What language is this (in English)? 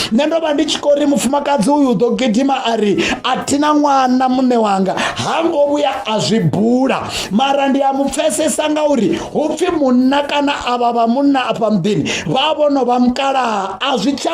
Venda